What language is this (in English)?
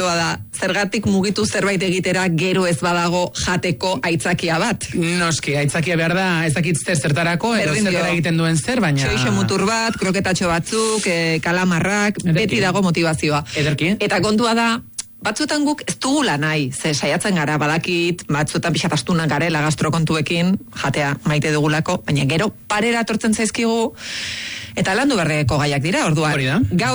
Basque